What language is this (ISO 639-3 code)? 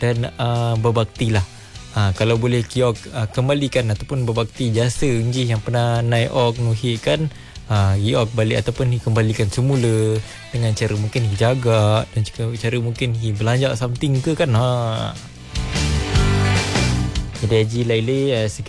msa